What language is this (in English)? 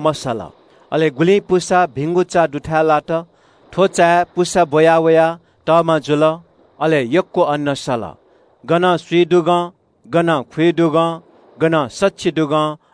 Newari